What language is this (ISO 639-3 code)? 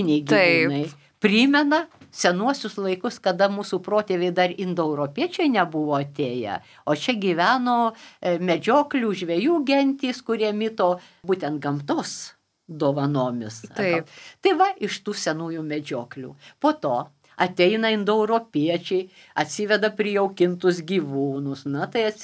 lit